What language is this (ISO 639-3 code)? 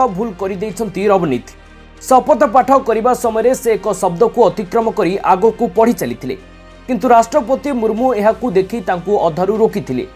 ori